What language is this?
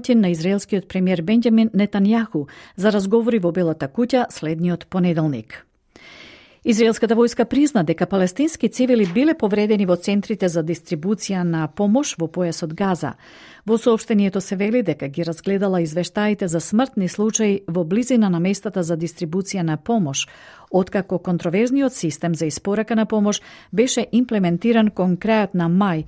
Macedonian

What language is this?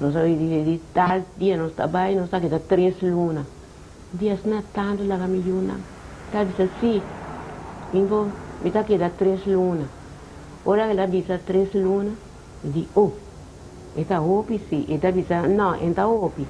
Papiamento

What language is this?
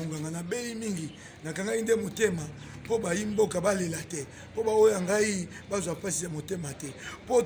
Lingala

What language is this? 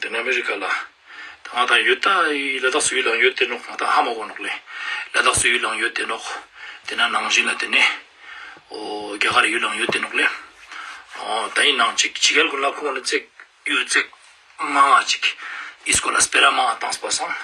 Ladakhi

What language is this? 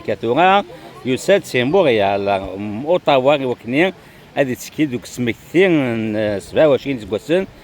Kabyle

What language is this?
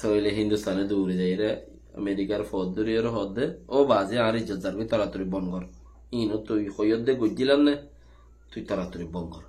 Rohingya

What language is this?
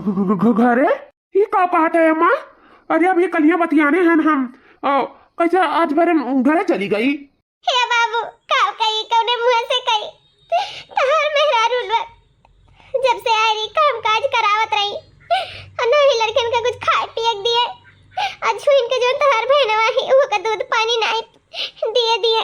Awadhi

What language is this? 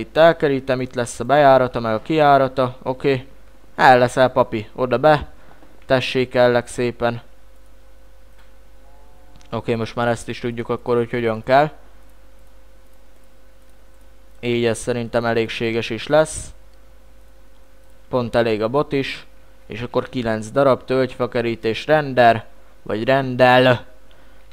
Hungarian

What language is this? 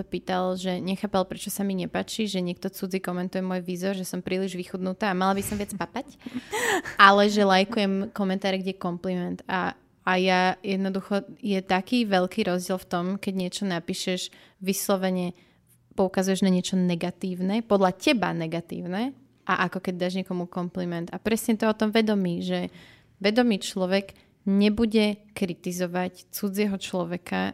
Slovak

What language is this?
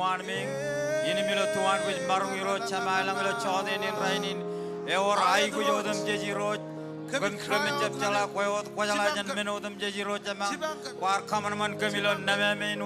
Marshallese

